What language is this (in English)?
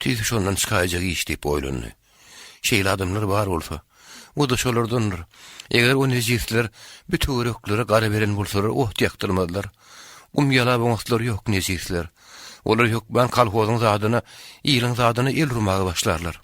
Turkmen